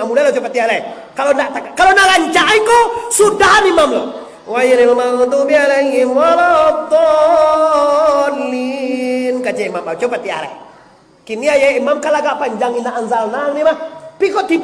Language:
Minangkabau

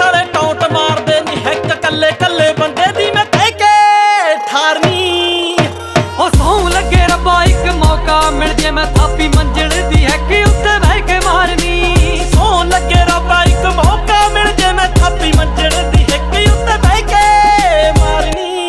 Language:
Punjabi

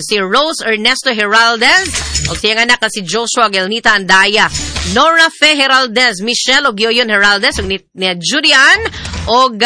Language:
Cebuano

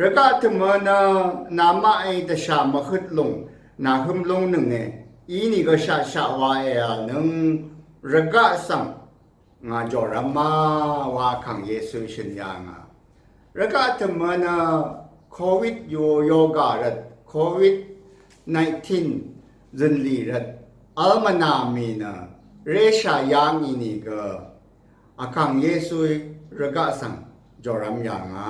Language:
Rawang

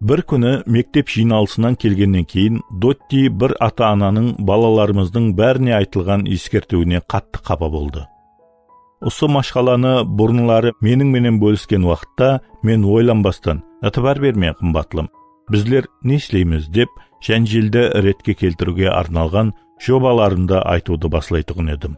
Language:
Kara-Kalpak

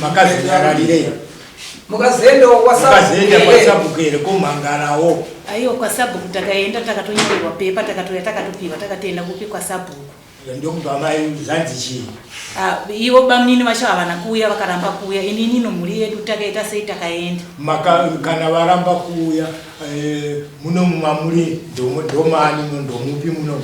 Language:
Shona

